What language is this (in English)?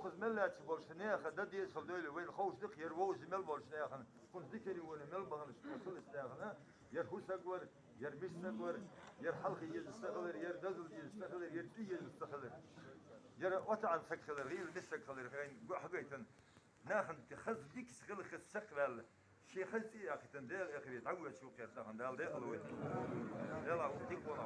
Ingush